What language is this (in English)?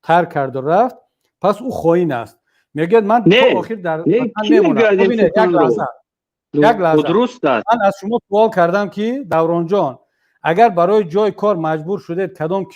Tajik